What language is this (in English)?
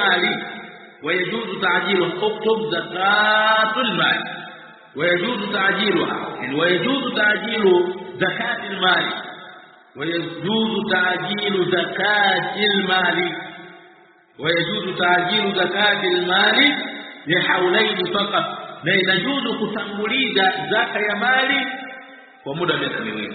Swahili